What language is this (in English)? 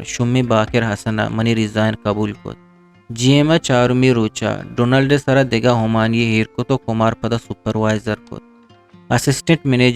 Eastern Balochi